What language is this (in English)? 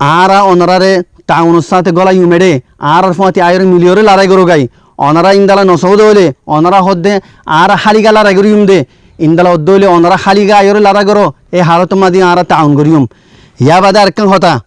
Rohingya